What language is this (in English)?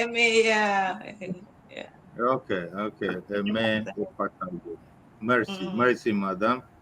Ewe